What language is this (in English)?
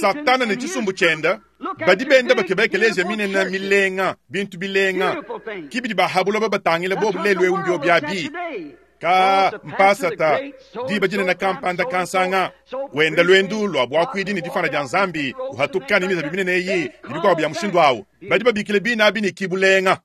Luba-Lulua